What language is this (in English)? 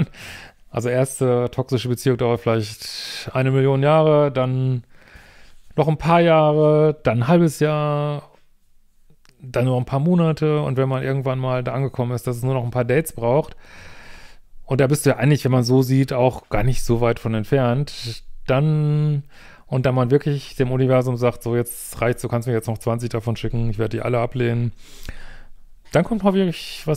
German